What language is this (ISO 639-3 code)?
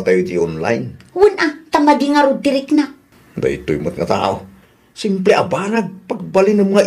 ilo